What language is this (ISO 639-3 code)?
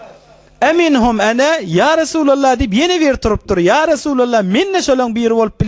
tuk